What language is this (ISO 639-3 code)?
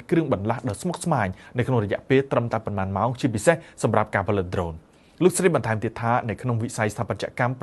khm